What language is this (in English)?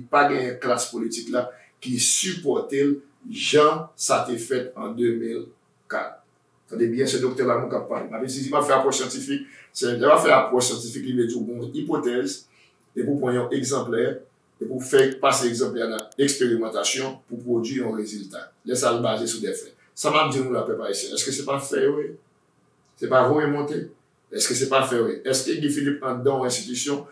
Haitian Creole